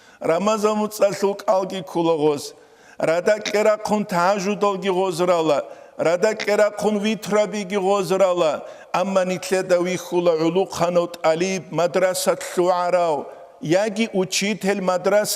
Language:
Avaric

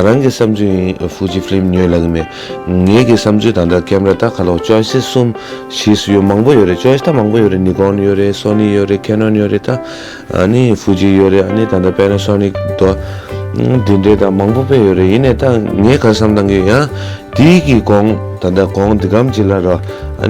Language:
Tibetan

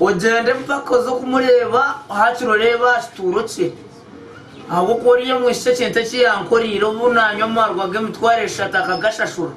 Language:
Nyankole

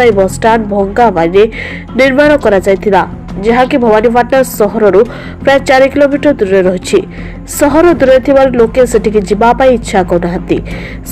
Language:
Odia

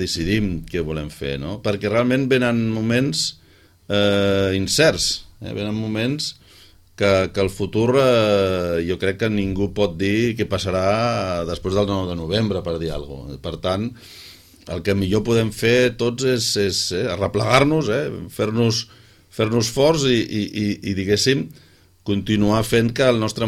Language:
Catalan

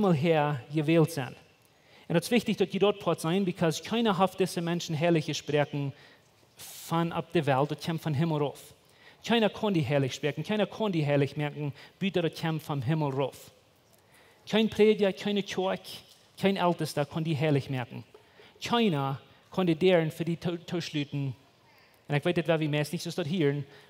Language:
Plautdietsch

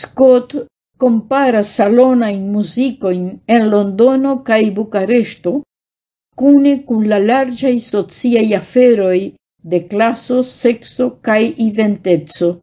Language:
Esperanto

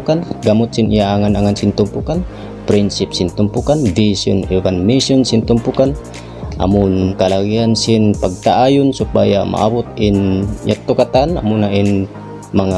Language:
Tausug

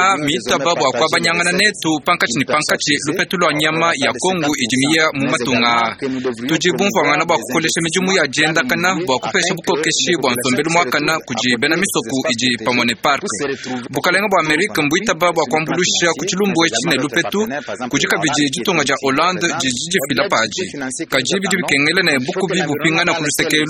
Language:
Luba-Lulua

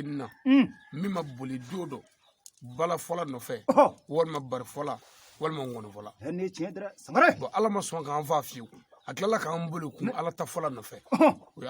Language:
Bambara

